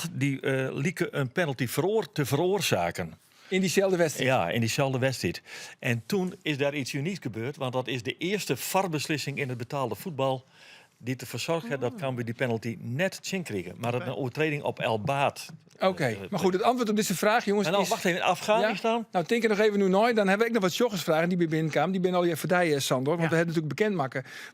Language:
Western Frisian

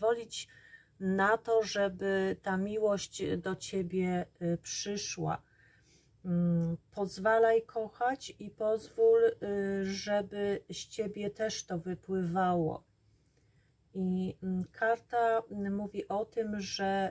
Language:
Polish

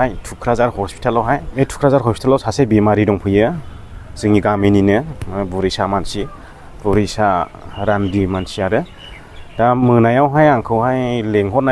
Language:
Bodo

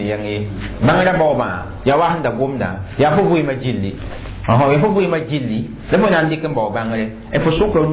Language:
Mossi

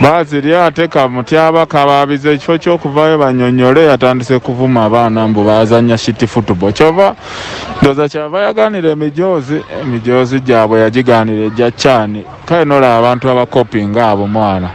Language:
Ganda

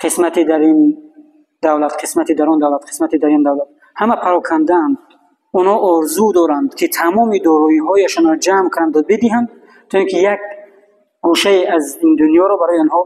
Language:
Tajik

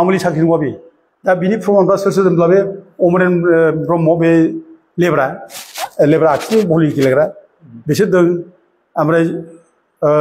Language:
Bodo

